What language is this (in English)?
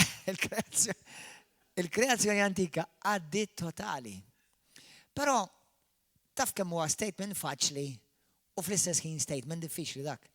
Maltese